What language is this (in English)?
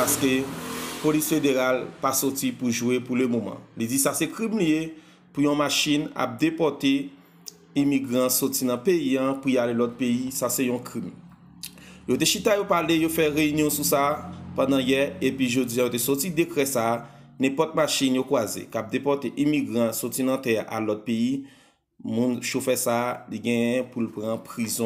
Haitian Creole